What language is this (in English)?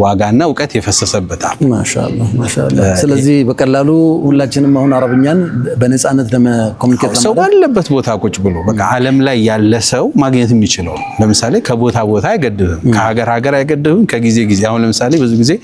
Amharic